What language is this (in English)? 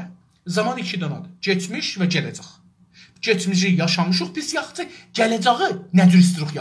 South Azerbaijani